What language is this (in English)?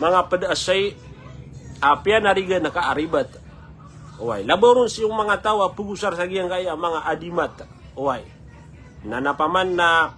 Maranao